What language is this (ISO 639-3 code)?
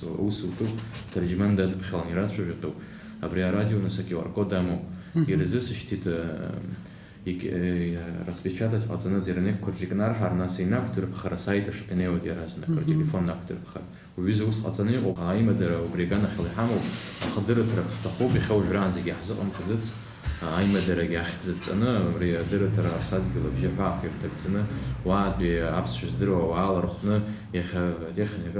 abk